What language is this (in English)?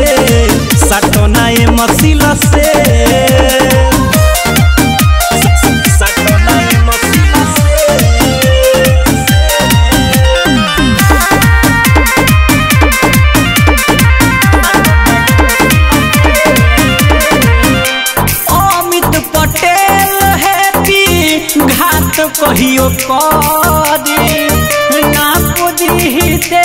Bhojpuri